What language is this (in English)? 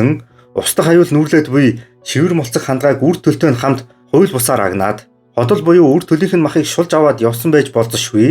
Mongolian